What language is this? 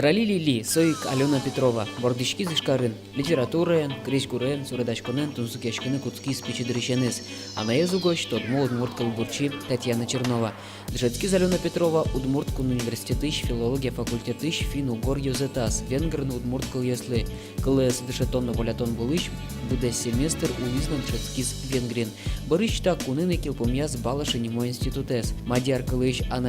Udmurt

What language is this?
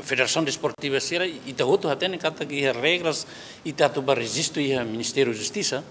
Tetum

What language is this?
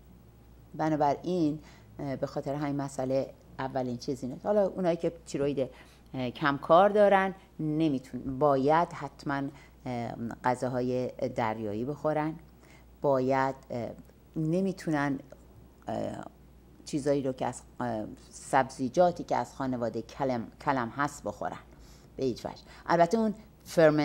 Persian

